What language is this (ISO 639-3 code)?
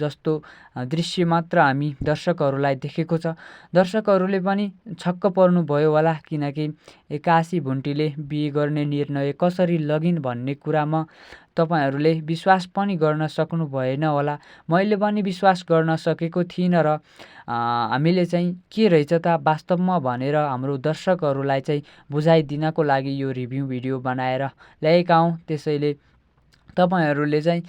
nep